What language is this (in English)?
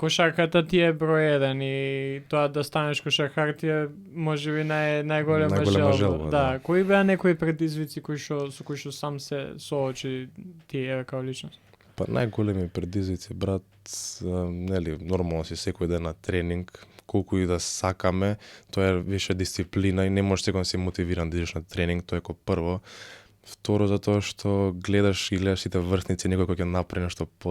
Macedonian